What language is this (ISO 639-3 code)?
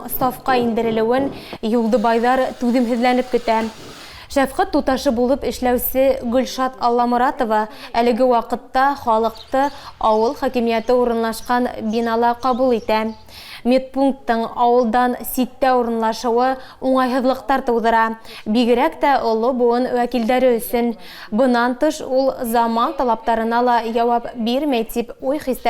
bak